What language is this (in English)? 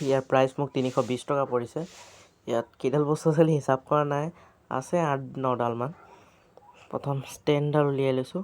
Assamese